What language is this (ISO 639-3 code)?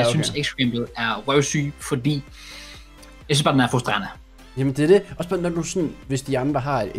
dan